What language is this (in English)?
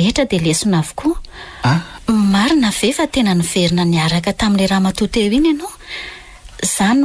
Malagasy